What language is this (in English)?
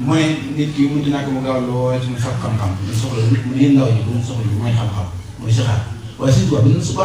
Wolof